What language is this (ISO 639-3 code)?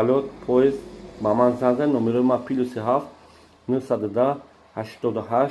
tgk